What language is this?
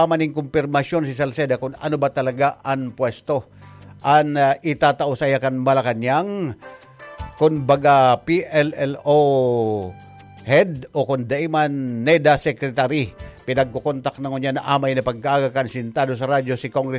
Bikol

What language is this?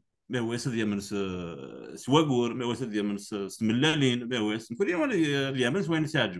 Kabyle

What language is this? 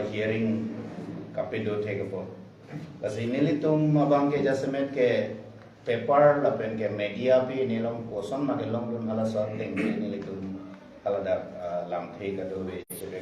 Karbi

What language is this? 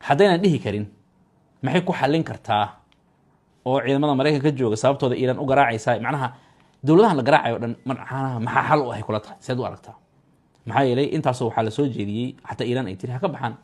Somali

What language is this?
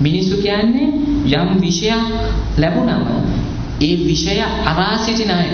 Sinhala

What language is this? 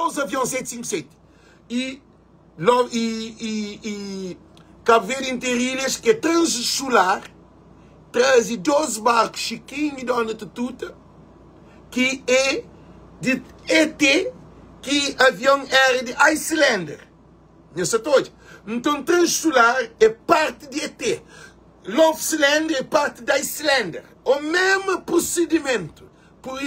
Kabuverdianu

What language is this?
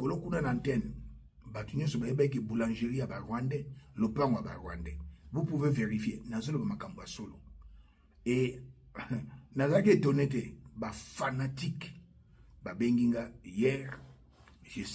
Lingala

